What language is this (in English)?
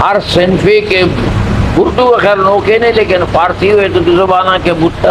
Eastern Balochi